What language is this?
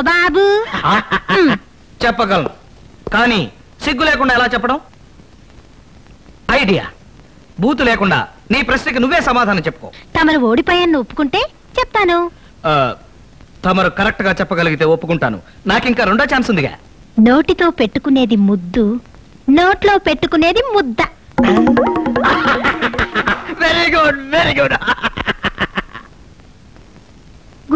Telugu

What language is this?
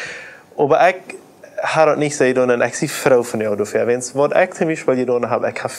Plautdietsch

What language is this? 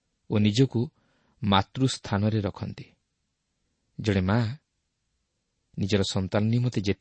Odia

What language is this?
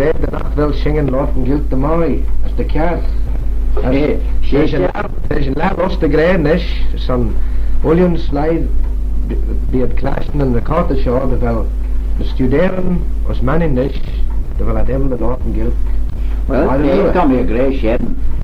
Manx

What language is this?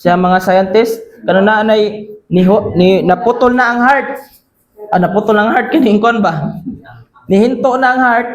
Cebuano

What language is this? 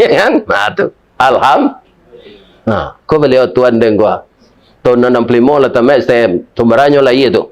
Minangkabau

